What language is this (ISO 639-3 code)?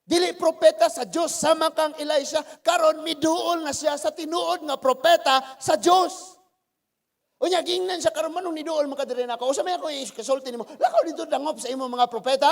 ceb